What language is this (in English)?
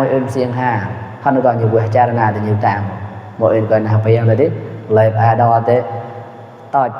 Mon